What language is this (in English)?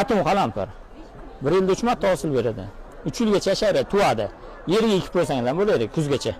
Uzbek